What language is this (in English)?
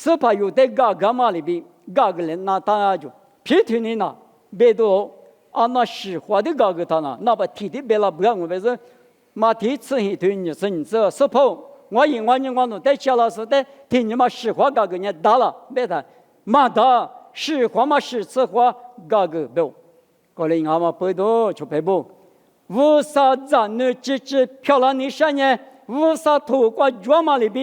Lisu